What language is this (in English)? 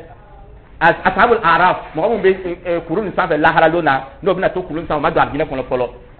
Dyula